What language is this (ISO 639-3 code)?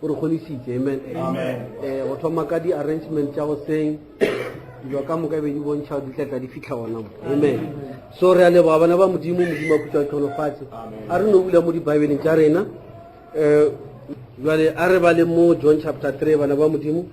nso